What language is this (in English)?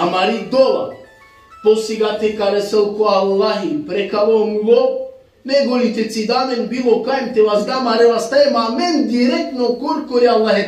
Balkan Romani